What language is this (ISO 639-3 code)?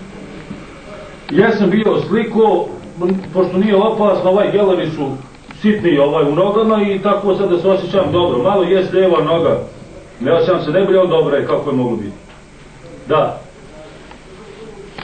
bos